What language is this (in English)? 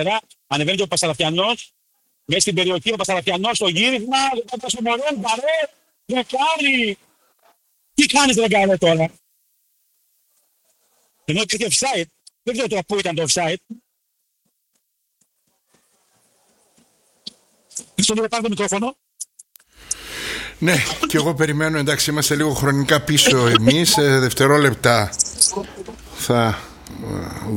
Greek